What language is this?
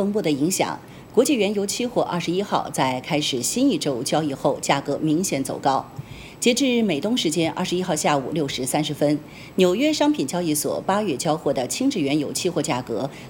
Chinese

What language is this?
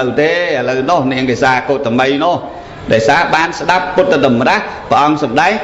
Khmer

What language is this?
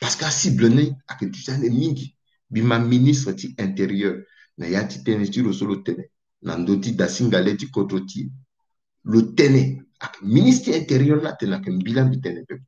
Sango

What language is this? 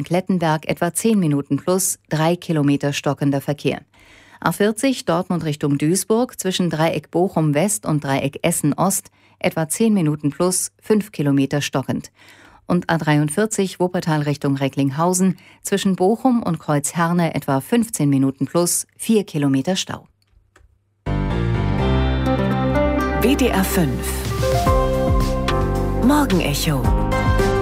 German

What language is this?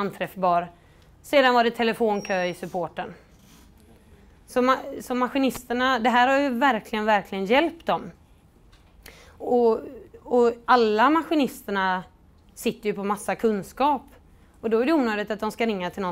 Swedish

